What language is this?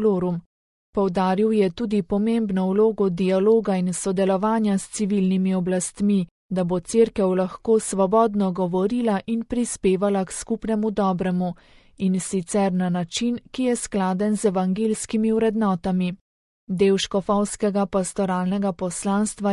Slovenian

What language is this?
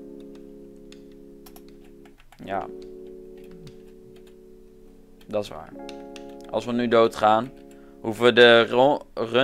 Dutch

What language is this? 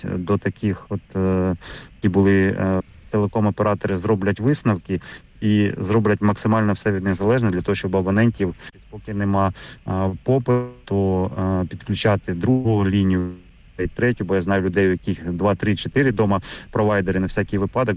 Ukrainian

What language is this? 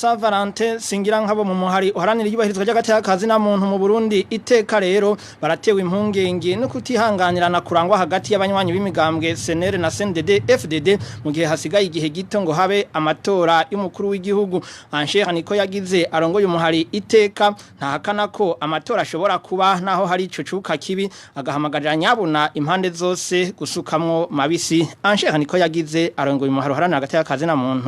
Rundi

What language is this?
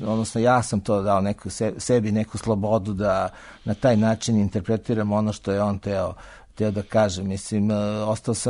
Serbian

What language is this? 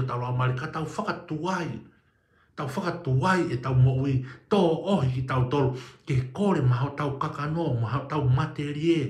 Tongan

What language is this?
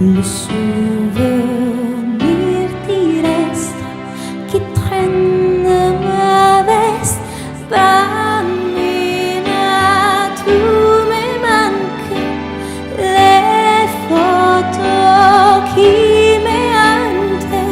Neapolitan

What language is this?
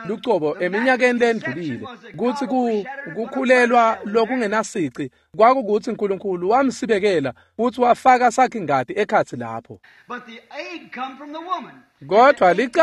Swati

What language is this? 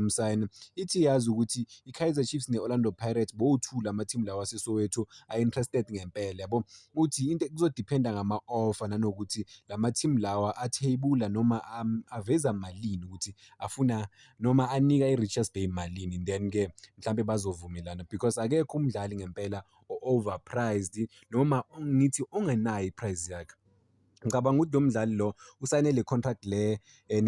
Zulu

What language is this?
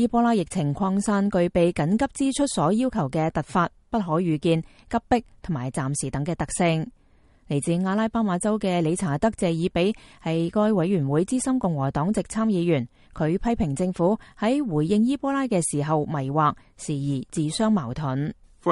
Cantonese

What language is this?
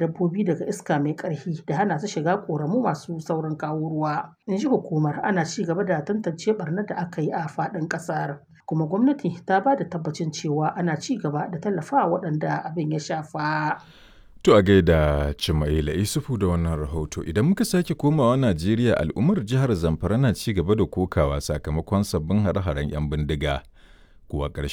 Hausa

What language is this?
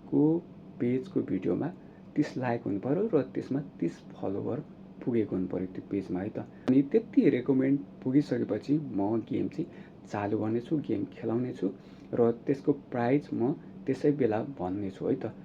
Nepali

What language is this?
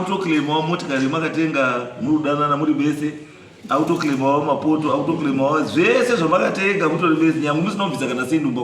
Shona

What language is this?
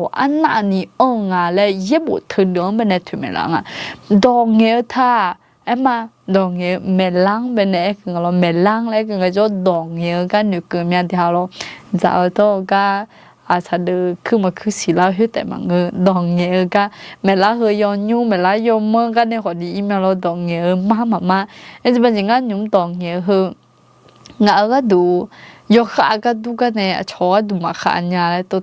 Akha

